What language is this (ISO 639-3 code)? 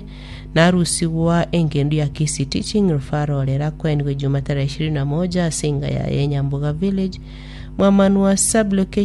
guz